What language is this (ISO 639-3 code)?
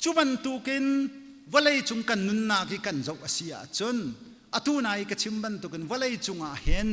cnh